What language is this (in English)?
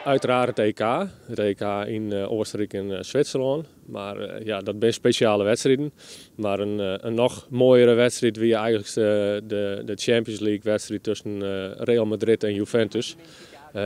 Western Frisian